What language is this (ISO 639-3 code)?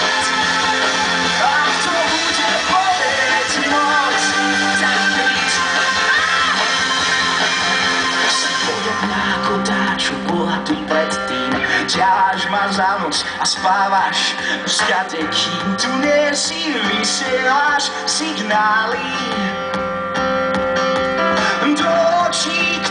slk